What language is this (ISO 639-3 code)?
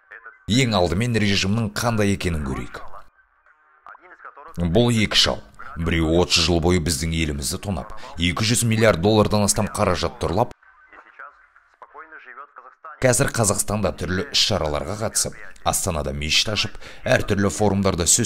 kaz